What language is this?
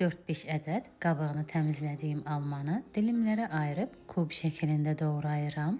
Azerbaijani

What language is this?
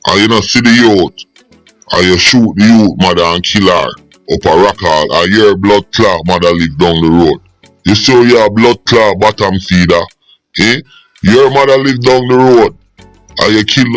Jamaican Creole English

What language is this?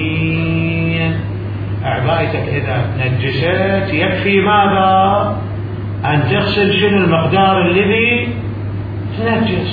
Mesopotamian Arabic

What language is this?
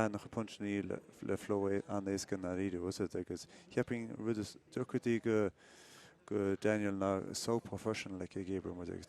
Irish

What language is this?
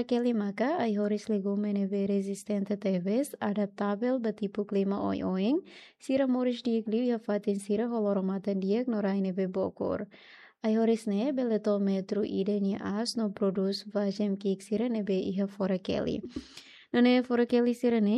Tetum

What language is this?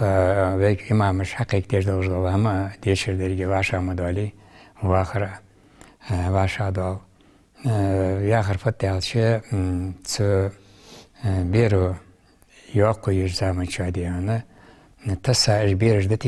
Ingush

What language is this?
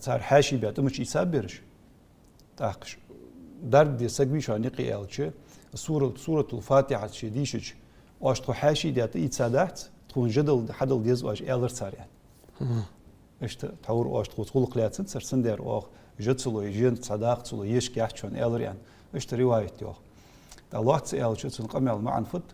Ingush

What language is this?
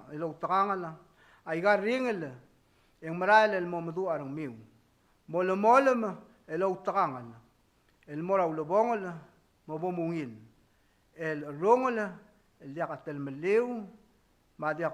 Palauan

